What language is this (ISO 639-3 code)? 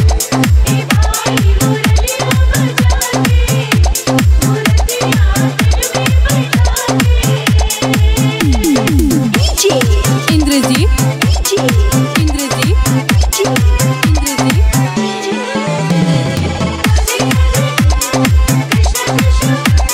bho